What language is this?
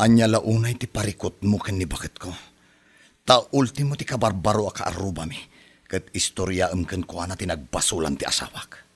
Iloko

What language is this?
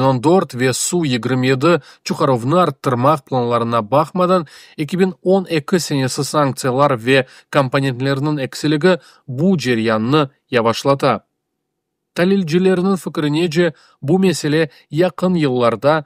Crimean Tatar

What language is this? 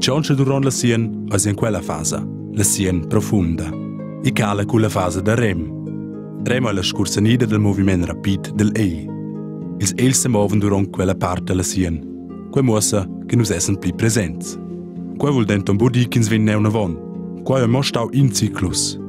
Romansh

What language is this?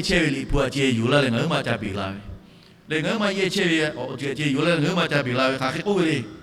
Lahu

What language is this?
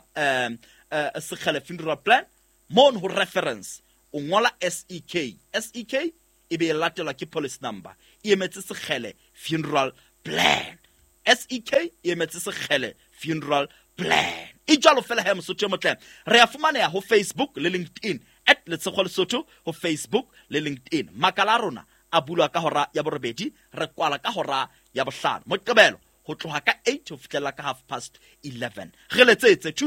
Southern Sotho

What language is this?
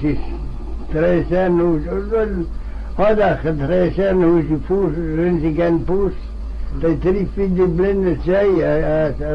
Manx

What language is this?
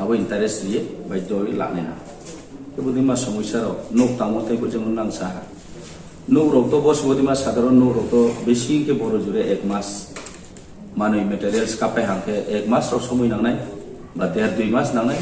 Riang (India)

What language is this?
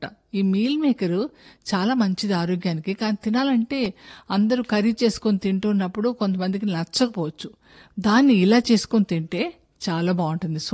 Telugu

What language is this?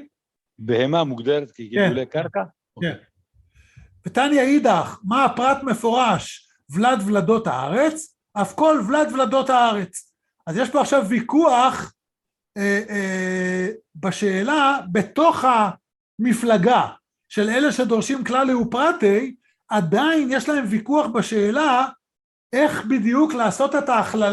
Hebrew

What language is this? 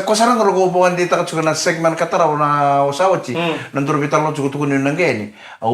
Fijian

